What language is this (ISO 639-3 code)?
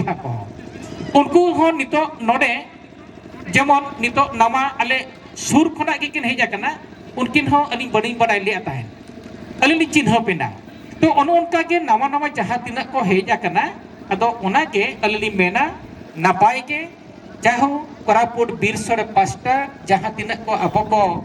sat